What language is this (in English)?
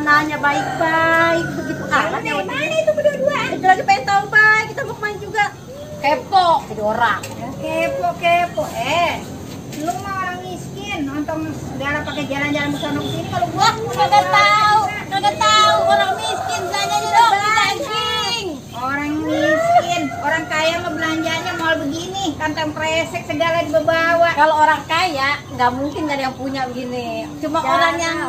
Betawi